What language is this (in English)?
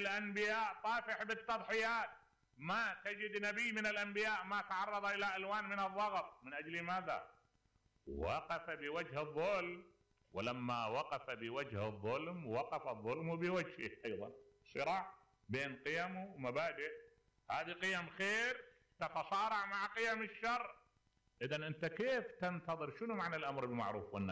Mesopotamian Arabic